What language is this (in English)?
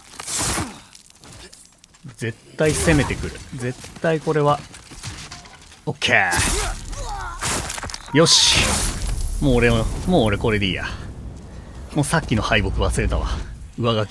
Japanese